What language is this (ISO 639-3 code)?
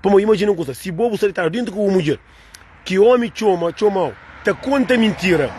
kea